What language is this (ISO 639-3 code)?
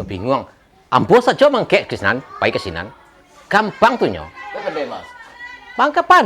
min